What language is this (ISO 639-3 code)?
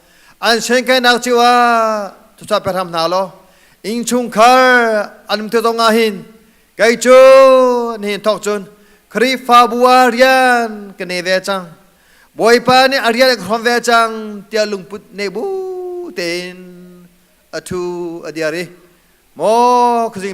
cnh